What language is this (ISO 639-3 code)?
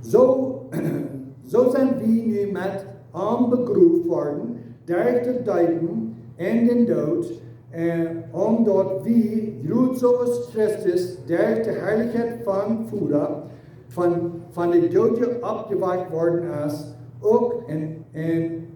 pdt